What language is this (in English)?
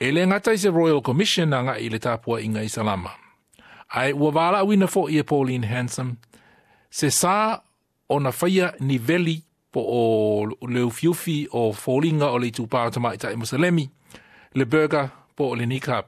Samoan